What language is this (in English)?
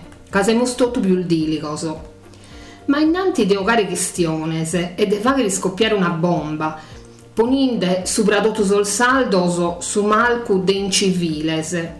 Sardinian